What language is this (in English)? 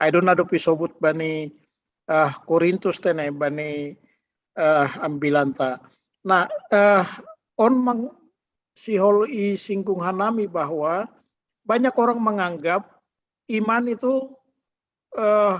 Batak Simalungun